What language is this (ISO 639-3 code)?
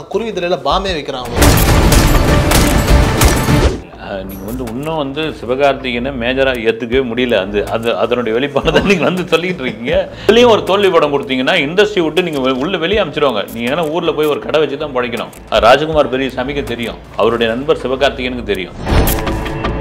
tam